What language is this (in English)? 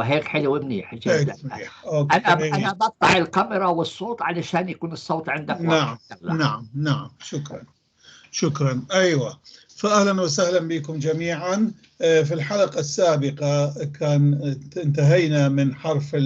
North Levantine Arabic